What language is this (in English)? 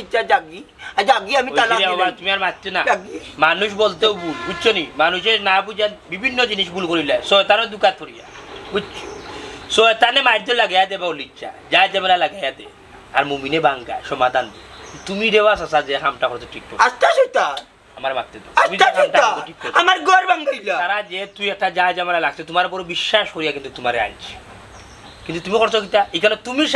Sylheti